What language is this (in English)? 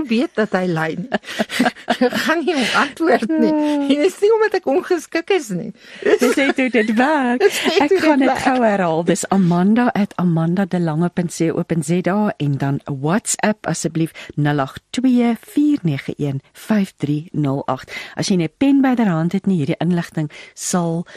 Afrikaans